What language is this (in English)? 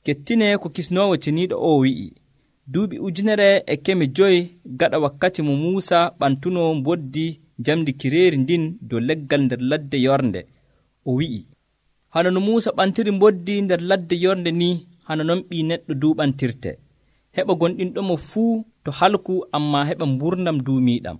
Nigerian Fulfulde